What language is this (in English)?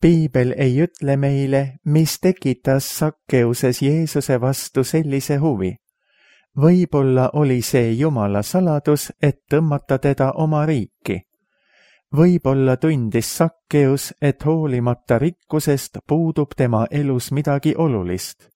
Estonian